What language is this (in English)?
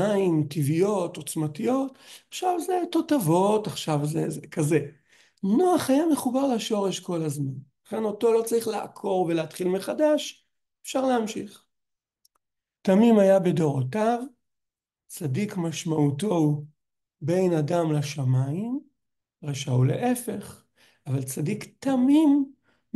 Hebrew